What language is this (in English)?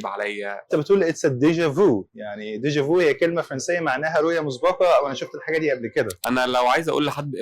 Egyptian Arabic